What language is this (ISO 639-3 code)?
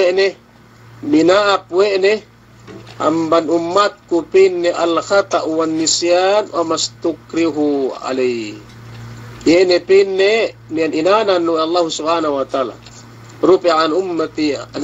yka